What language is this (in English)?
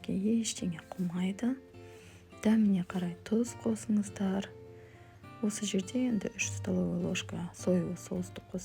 Kazakh